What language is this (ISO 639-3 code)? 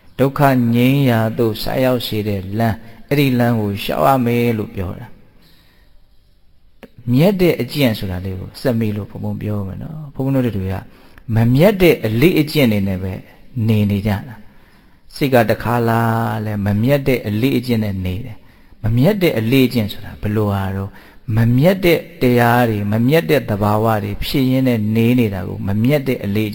mya